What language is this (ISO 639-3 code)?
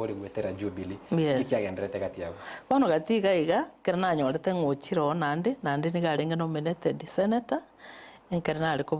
guz